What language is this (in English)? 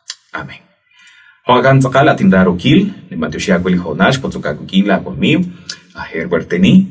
Kekchí